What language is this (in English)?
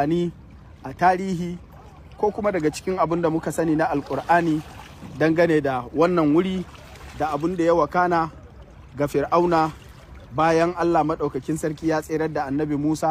Hausa